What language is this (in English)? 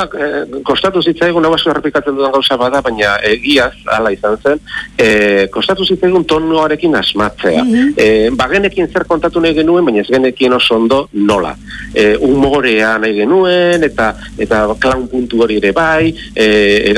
Basque